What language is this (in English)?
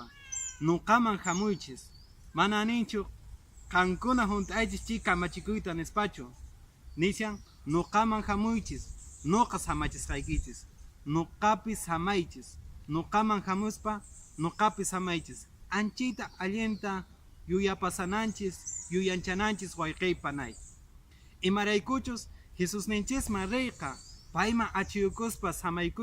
Quechua